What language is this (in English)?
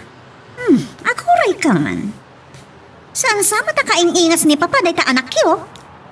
Iloko